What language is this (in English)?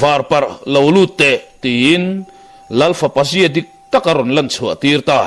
Mizo